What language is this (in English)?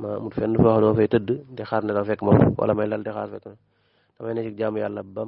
Wolof